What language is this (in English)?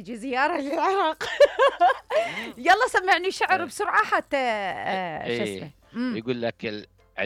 Mesopotamian Arabic